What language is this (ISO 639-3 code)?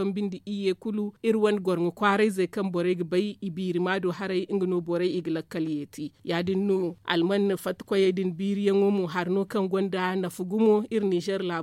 dje